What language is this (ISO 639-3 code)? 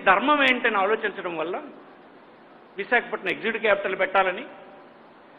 tel